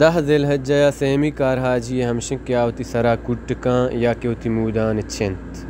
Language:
Baluchi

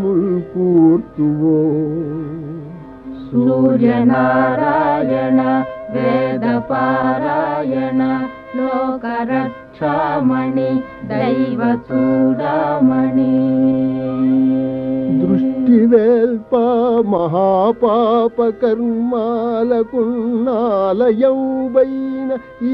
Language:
Telugu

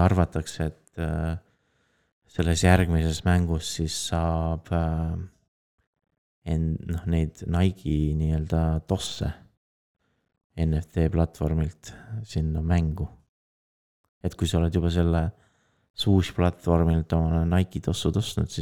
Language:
Estonian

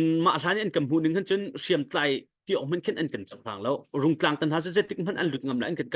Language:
Hakha Chin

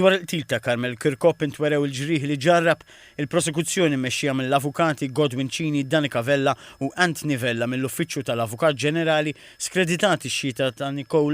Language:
Maltese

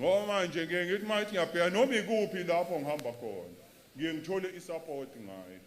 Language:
Zulu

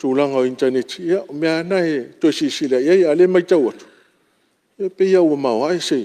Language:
Samoan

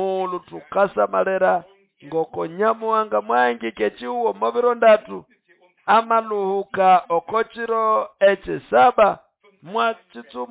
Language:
Nande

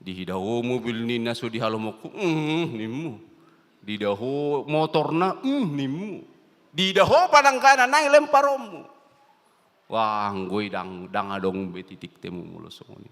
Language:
Batak Toba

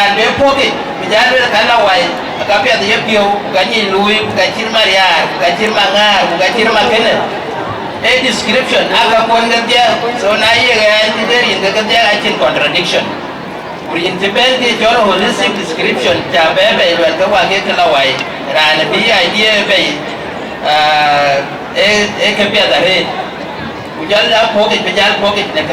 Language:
Dinka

